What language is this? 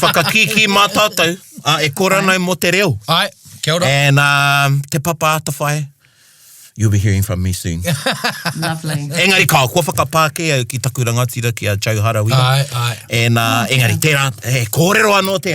Māori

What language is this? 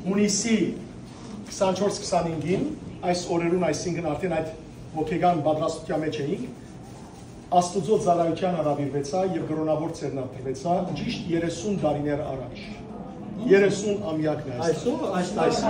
Western Armenian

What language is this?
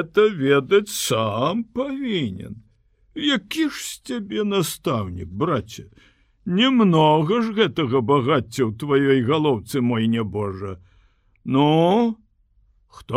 Belarusian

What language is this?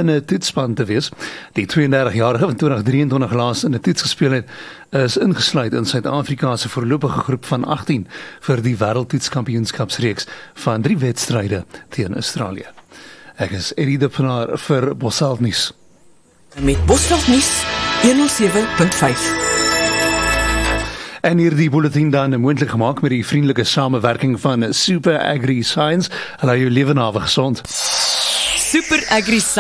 Afrikaans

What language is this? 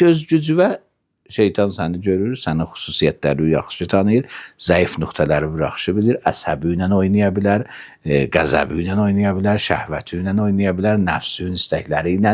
Azerbaijani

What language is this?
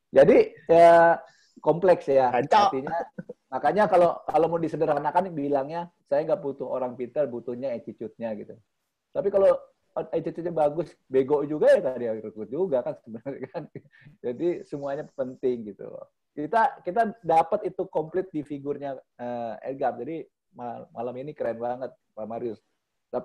Indonesian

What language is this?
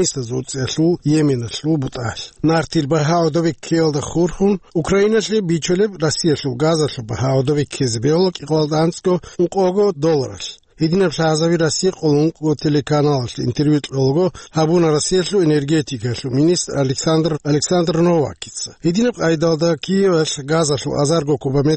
Avaric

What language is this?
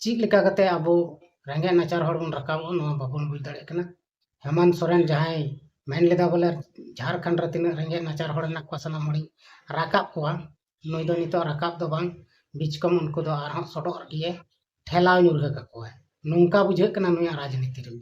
Santali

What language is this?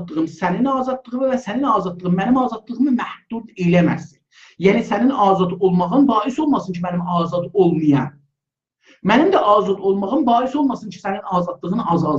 South Azerbaijani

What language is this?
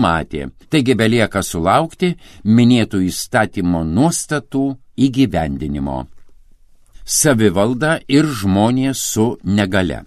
Lithuanian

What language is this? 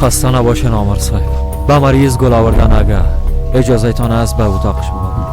Persian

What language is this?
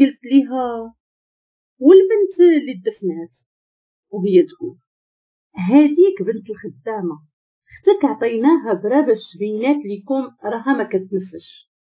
Moroccan Arabic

